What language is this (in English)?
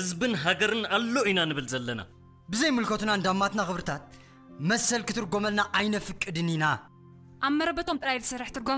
Tigrinya